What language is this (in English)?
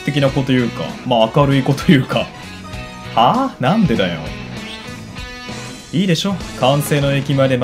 Japanese